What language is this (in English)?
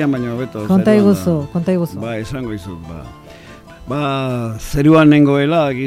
Basque